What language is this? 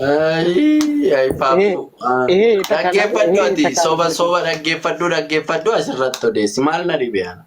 Oromo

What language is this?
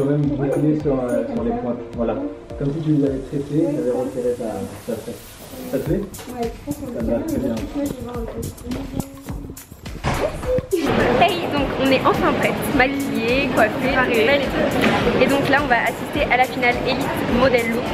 French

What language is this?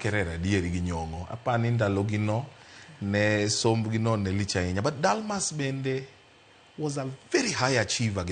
Luo (Kenya and Tanzania)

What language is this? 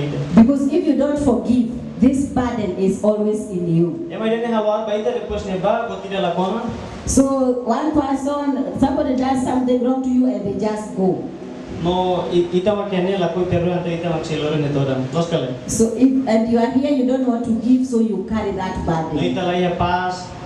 Tetum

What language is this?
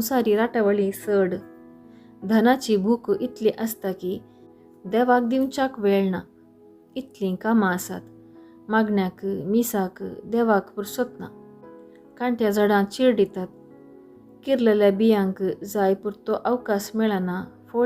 Konkani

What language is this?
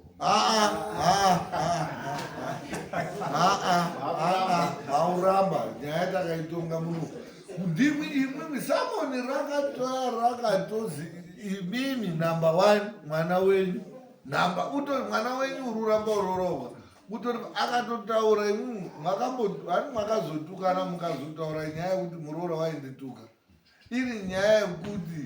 Shona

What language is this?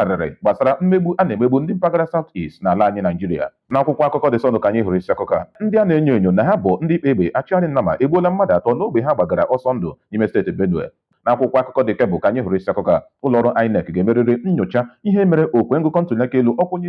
Igbo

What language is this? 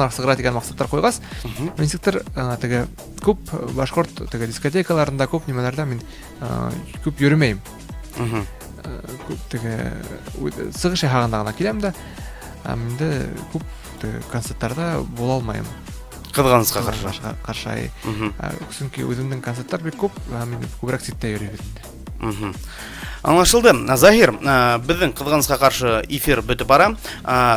Bashkir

